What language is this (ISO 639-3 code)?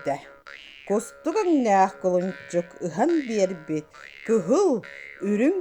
sah